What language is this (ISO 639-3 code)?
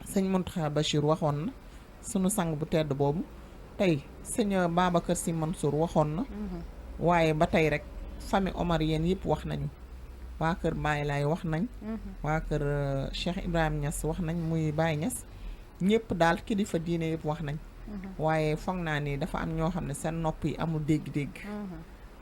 wol